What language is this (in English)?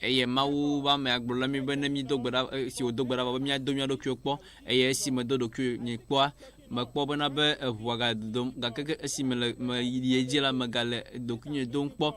Ewe